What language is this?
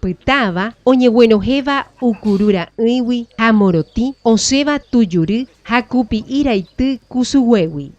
Guarani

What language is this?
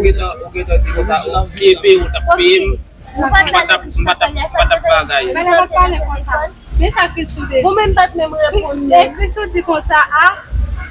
Haitian Creole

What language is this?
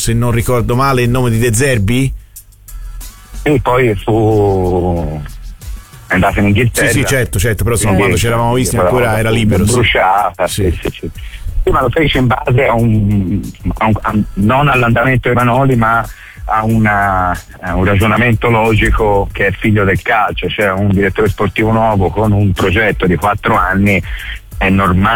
Italian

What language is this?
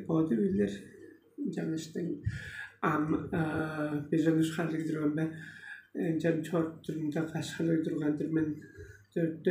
Tuvinian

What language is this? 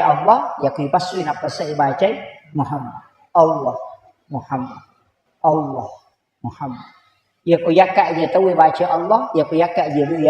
Buginese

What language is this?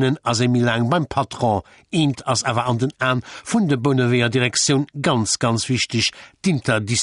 Luxembourgish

